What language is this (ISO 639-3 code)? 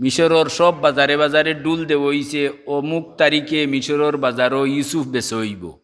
syl